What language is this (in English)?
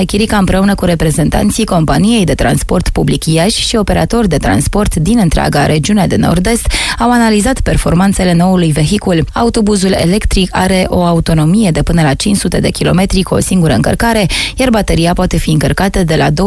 Romanian